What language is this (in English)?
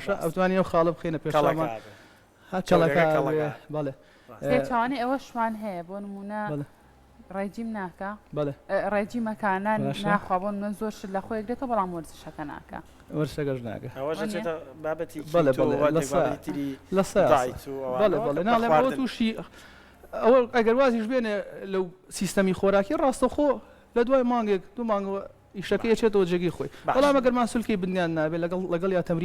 Central Kurdish